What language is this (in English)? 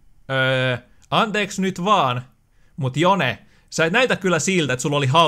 Finnish